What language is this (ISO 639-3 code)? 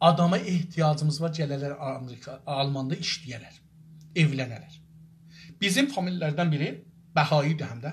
azb